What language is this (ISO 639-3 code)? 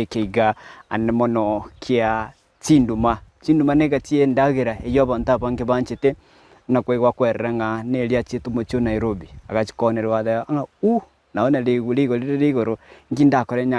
guz